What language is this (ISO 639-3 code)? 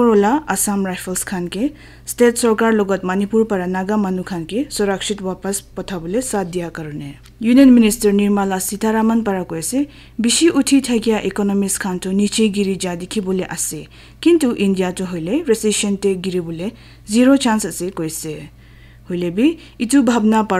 nag